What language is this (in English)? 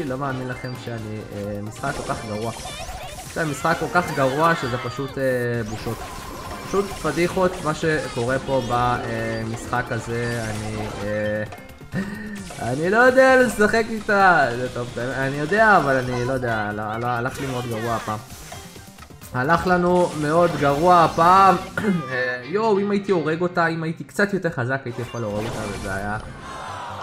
Hebrew